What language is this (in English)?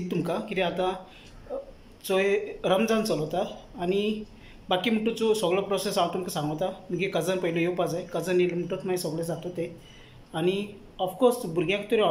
Konkani